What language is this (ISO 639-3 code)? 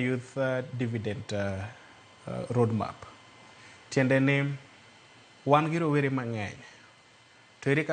luo